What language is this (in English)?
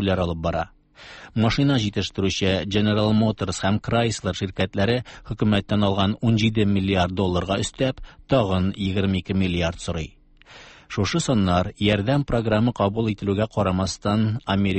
Tatar